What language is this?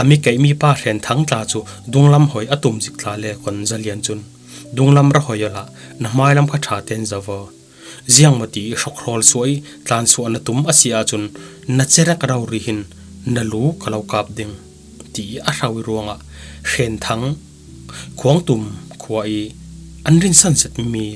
Falam Chin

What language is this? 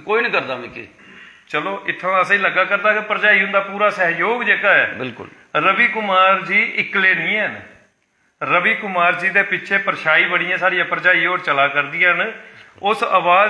Dogri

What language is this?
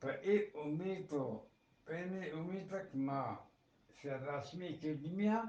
Eastern Balochi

